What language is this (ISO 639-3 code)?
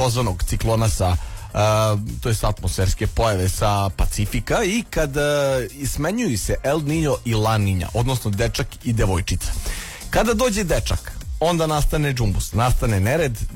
srp